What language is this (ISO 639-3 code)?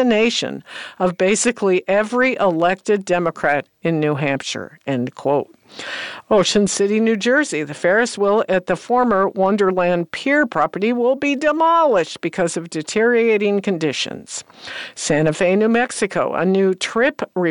eng